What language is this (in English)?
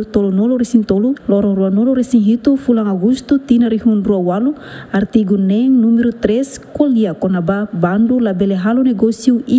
Tetum